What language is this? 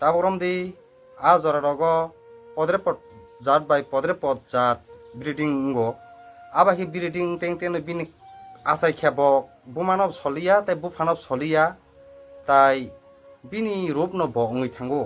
Kok Borok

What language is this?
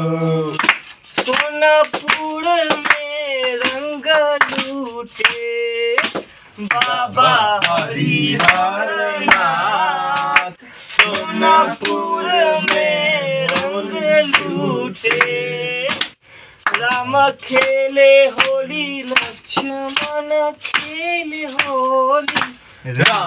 Bhojpuri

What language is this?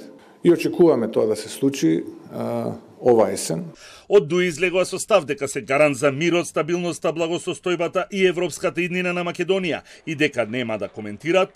Macedonian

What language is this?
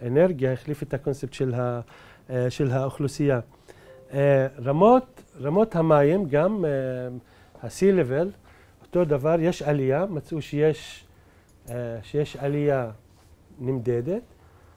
Hebrew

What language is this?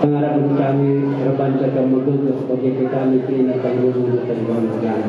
Batak Karo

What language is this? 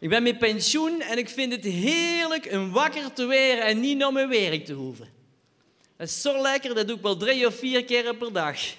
Limburgish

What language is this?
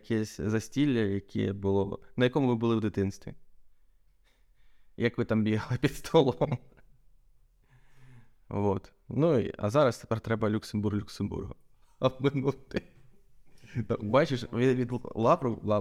Ukrainian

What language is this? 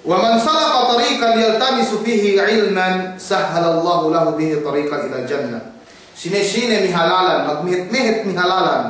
Yakan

